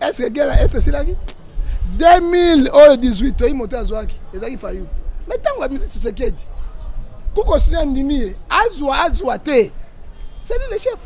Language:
Lingala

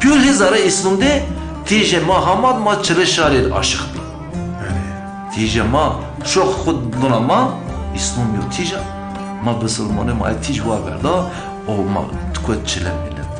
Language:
Zaza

